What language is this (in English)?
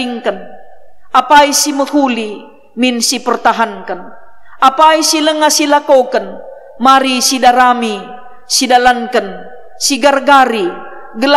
Batak Karo